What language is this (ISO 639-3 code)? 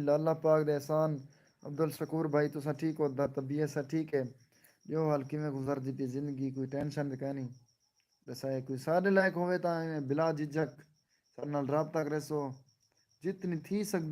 skr